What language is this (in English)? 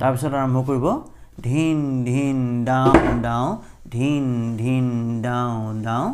Assamese